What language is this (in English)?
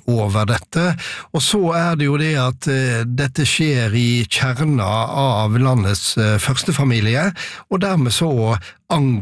Norwegian